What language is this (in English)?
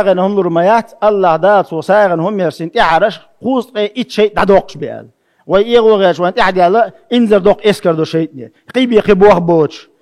Chechen